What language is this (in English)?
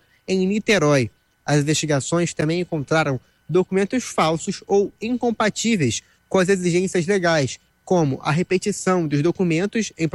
Portuguese